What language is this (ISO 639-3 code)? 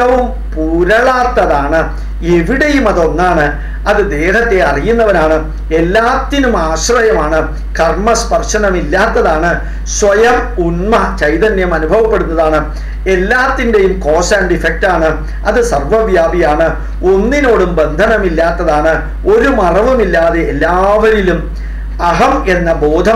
mal